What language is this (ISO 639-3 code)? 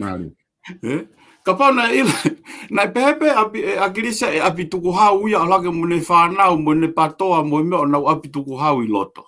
ton